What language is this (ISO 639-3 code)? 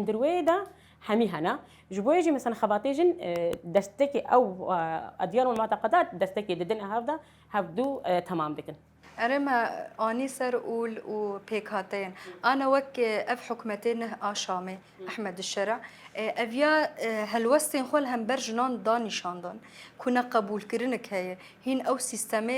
kur